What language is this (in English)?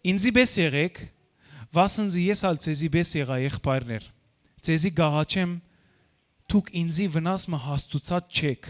Western Armenian